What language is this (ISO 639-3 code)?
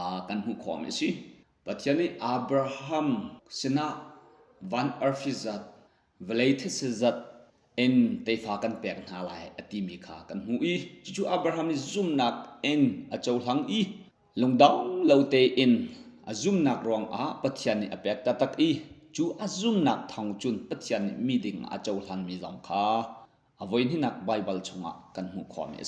cnh